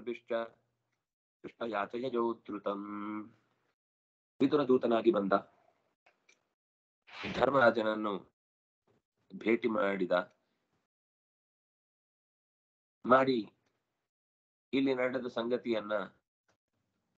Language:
Kannada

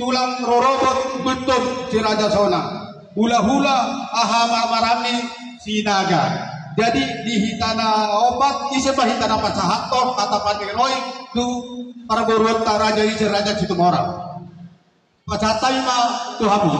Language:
Batak Toba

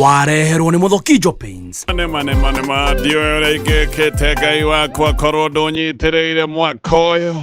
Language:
Kikuyu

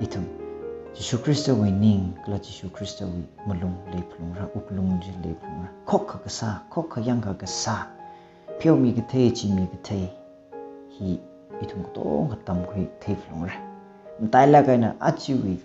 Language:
Tangkhul Naga (India)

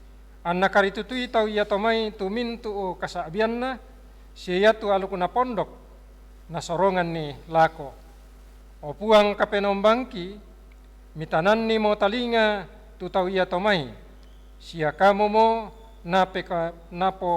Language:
Toraja-Sa'dan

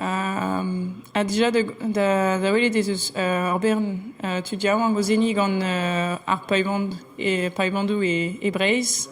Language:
Breton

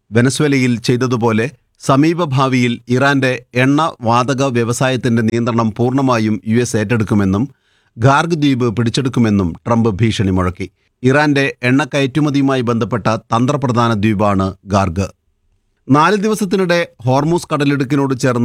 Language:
Malayalam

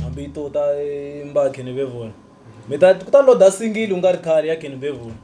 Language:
Tsonga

